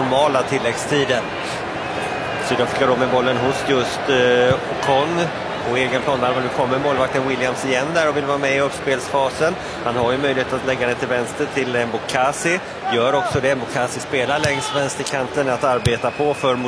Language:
Swedish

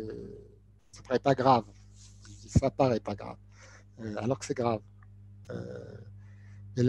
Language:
French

